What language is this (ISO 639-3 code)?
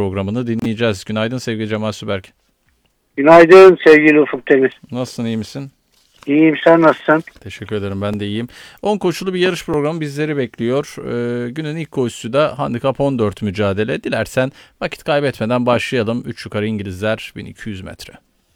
tur